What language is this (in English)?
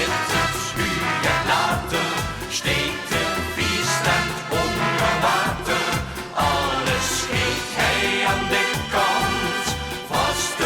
Limburgish